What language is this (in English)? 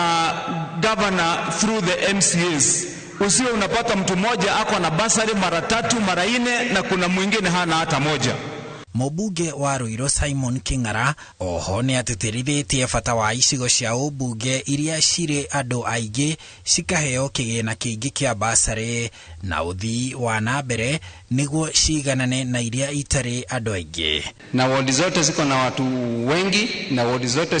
Kikuyu